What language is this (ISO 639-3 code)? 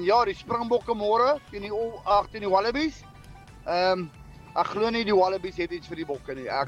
afr